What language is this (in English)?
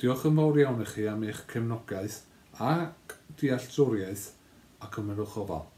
Welsh